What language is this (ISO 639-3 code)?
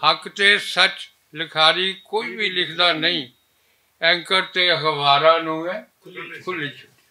lah